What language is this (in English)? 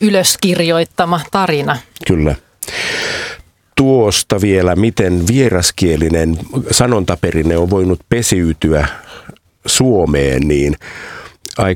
Finnish